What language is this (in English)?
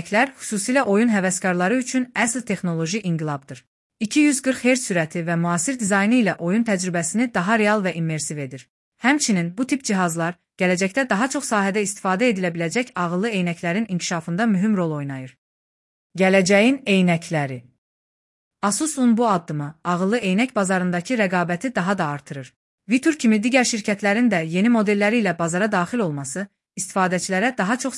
Azerbaijani